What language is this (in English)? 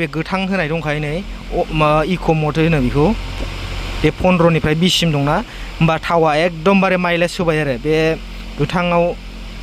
Bodo